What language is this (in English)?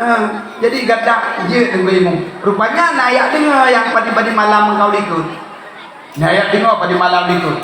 Achinese